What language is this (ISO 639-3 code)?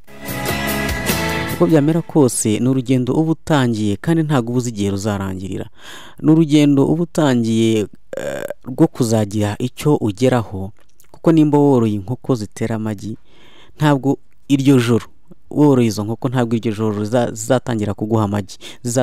kin